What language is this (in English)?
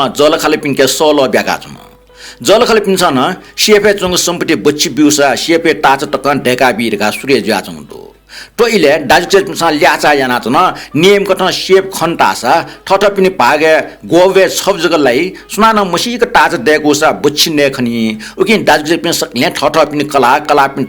Newari